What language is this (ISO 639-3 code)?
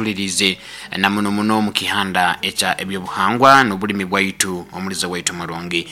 nyo